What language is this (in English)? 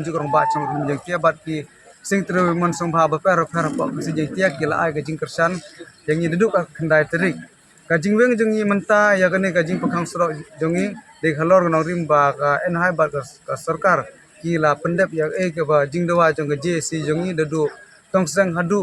Khasi